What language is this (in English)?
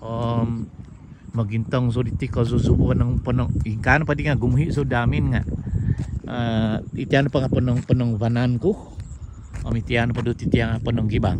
Central Dusun